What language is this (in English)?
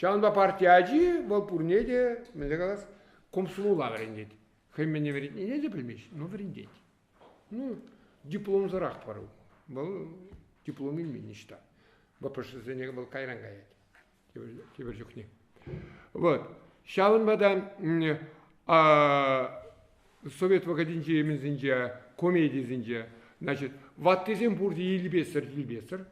Chuvash